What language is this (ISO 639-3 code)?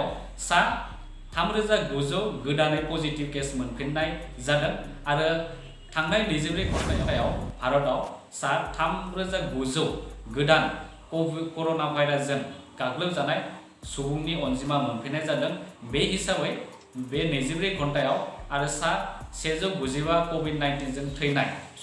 brx